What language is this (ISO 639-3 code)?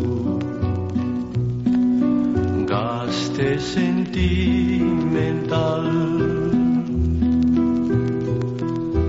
eus